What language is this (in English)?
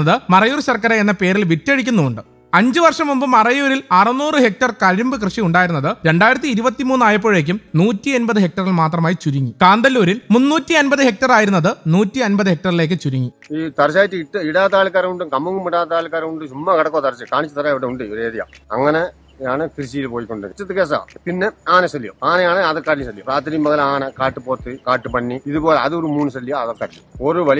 Malayalam